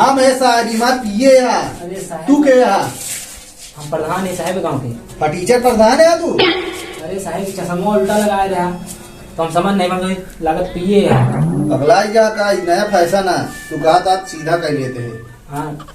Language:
Awadhi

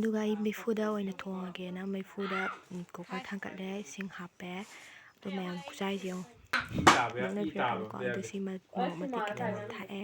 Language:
Manipuri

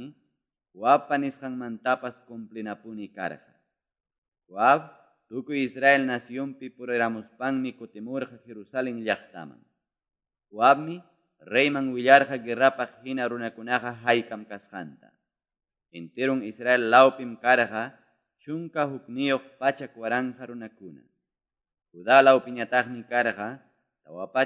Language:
Quechua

